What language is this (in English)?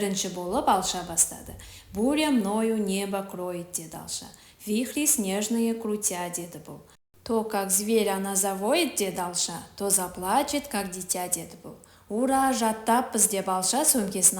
Kazakh